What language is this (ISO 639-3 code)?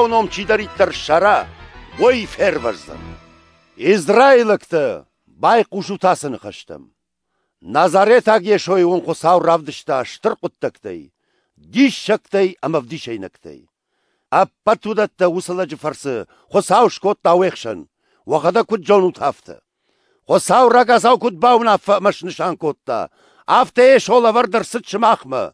oss